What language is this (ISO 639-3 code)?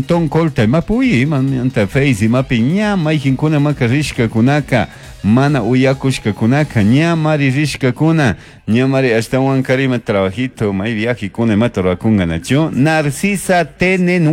qug